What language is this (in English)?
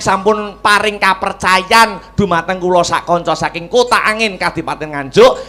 Javanese